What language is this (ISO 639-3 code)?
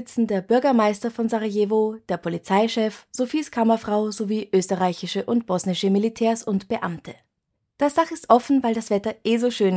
deu